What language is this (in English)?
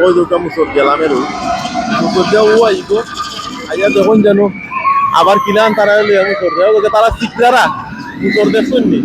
Sylheti